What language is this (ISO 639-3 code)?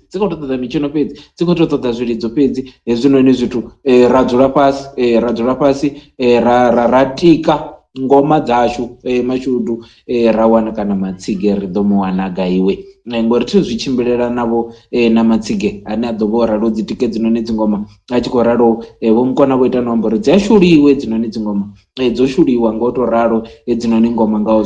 ven